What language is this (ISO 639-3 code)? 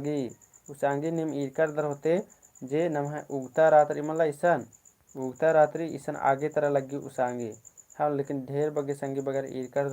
kru